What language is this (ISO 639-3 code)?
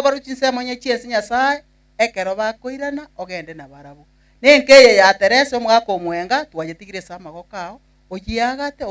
guz